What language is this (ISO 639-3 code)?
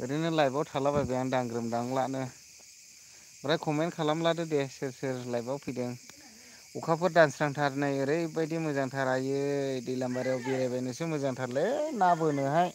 brx